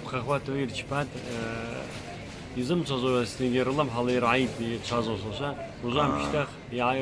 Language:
Abkhazian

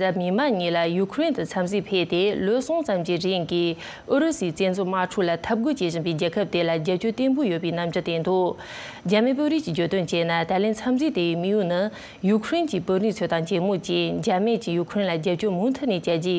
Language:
Tibetan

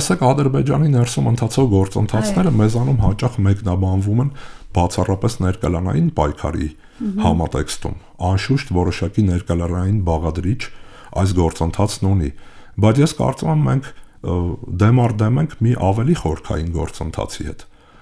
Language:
Armenian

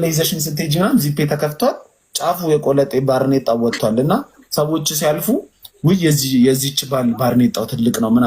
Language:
Amharic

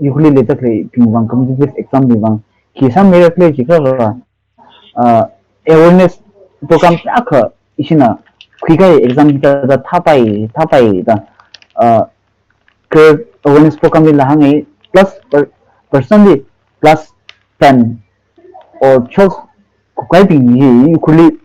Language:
Tangkhul Naga (India)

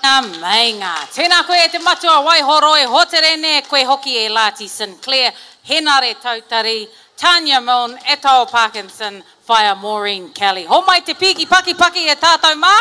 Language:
Māori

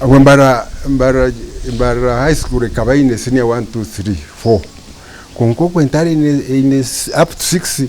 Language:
Nyankole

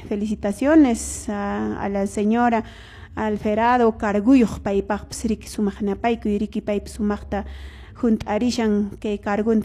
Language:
Quechua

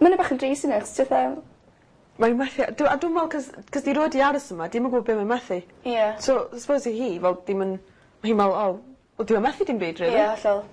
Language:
Welsh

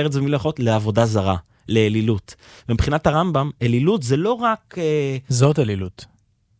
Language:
Hebrew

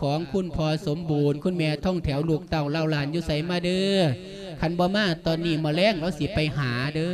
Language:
Lao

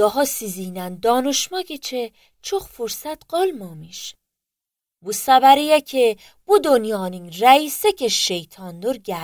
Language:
Azerbaijani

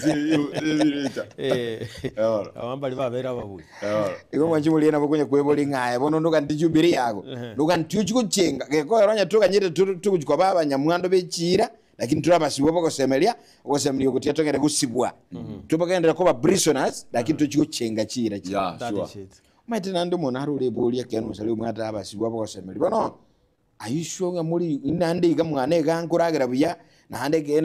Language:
Gusii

